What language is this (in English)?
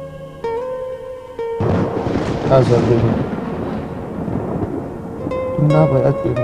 Persian